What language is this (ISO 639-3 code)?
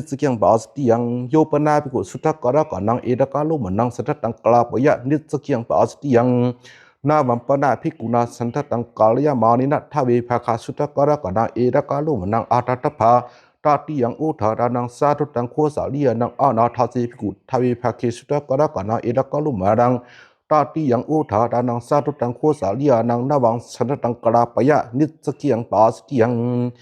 pli